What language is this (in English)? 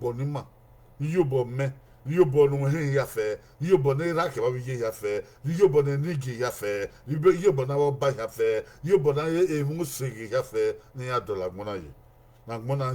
Bini